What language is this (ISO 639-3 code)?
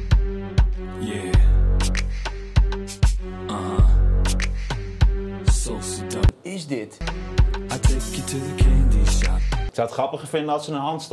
nld